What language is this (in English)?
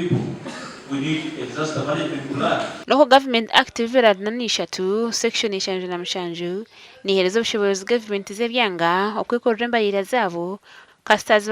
Nyankole